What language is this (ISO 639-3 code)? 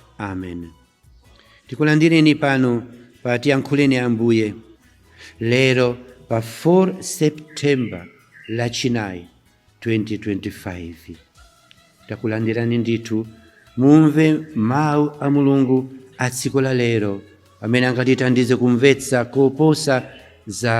nya